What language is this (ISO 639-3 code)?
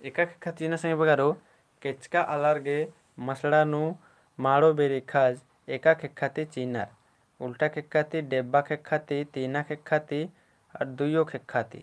kru